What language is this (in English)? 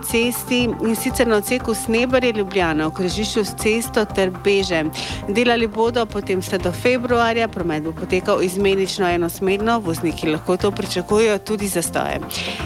Slovenian